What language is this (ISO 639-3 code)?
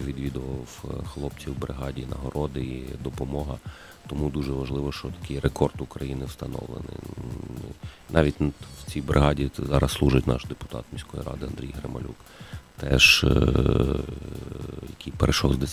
ukr